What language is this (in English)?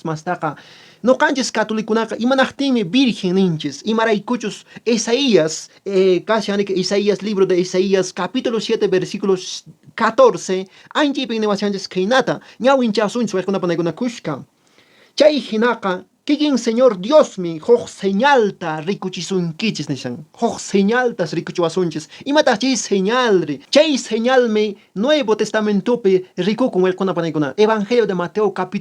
Quechua